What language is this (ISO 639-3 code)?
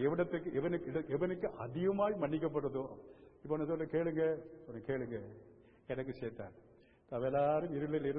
tam